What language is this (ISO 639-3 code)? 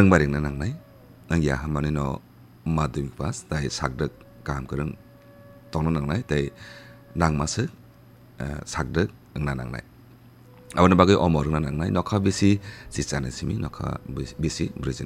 trp